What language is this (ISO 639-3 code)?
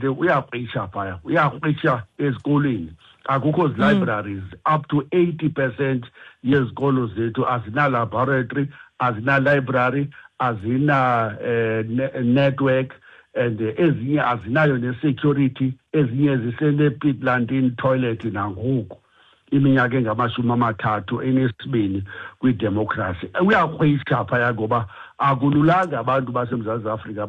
xho